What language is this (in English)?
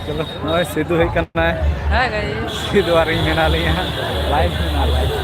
Santali